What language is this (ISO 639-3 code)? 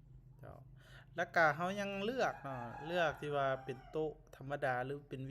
lao